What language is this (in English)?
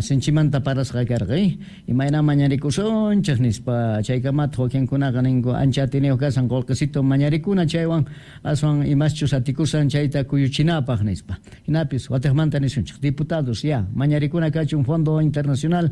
Quechua